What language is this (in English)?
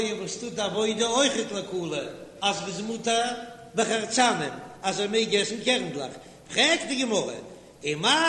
Yiddish